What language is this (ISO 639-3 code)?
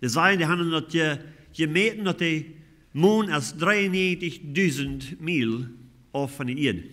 pdt